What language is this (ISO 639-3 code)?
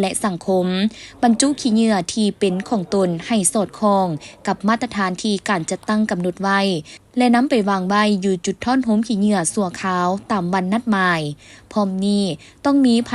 lao